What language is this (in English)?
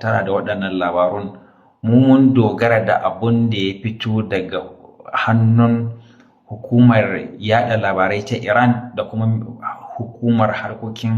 Hausa